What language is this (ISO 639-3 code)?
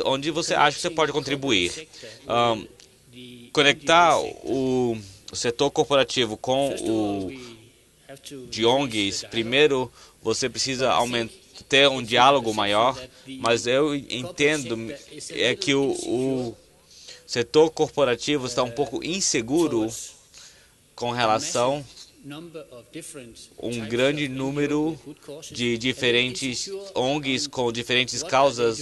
por